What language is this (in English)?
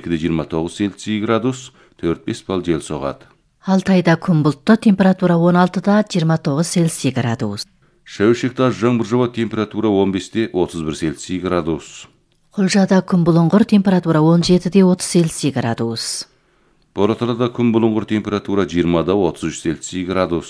Kazakh